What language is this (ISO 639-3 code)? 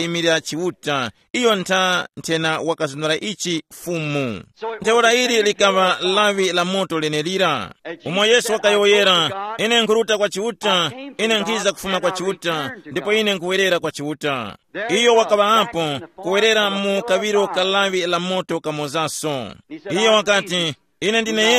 tum